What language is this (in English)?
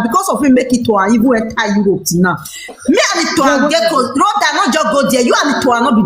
Nigerian Pidgin